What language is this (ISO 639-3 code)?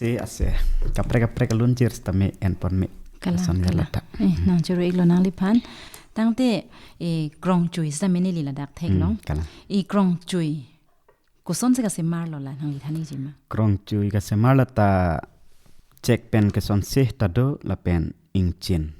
mjw